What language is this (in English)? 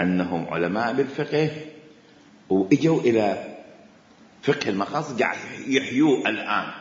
Mesopotamian Arabic